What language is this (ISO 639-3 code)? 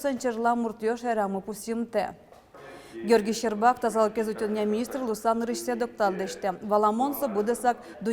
udm